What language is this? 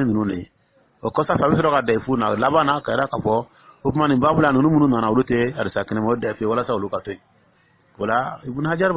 Dyula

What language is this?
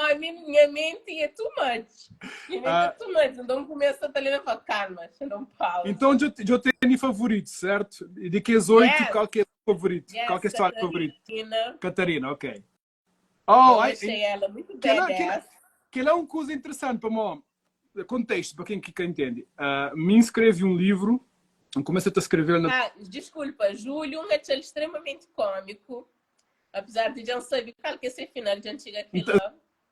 Kabuverdianu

